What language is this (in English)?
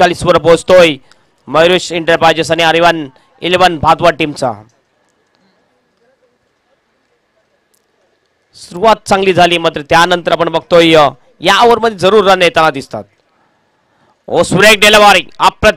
Marathi